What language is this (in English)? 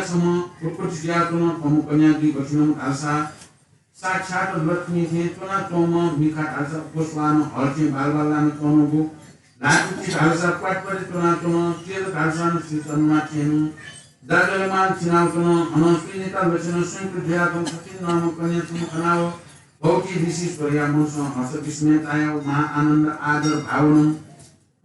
Newari